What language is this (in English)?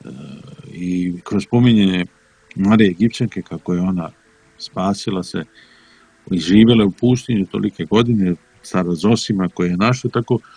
Serbian